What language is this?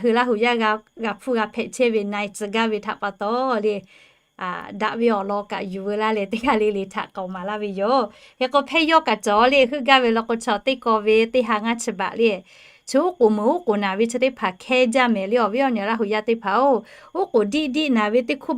Lahu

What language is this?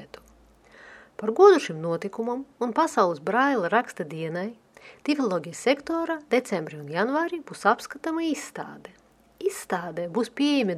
Latvian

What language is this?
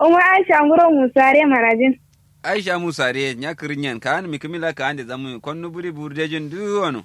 Kanuri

